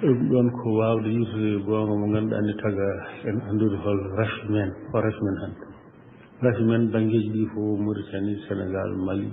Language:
Fula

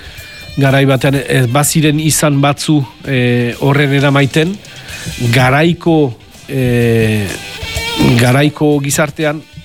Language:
Basque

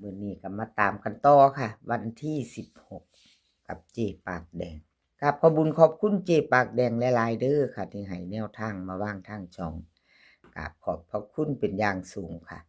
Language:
Northeastern Thai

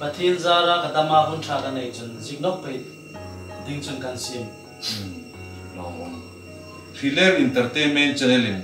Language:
Hmar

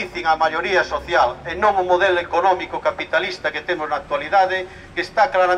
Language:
Galician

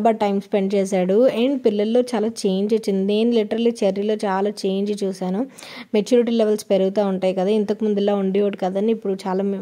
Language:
Telugu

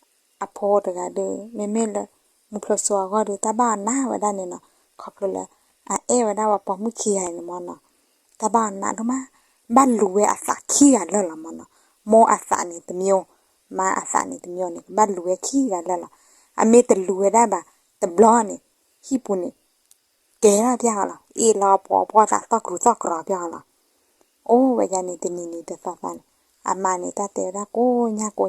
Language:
S'gaw Karen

